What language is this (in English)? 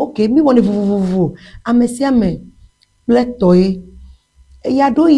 Ewe